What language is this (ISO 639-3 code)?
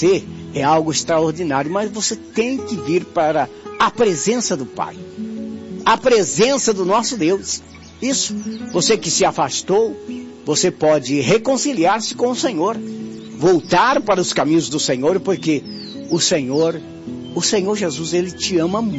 por